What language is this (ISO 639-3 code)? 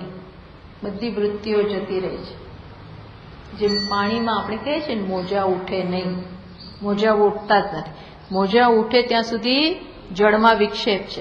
guj